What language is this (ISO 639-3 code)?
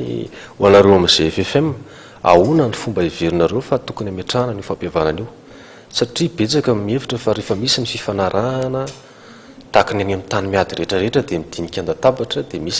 mlg